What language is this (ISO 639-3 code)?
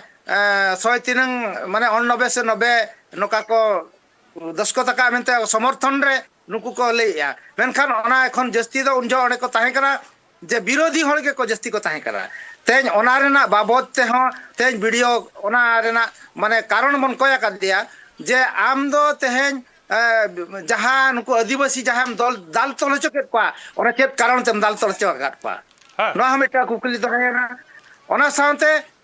sat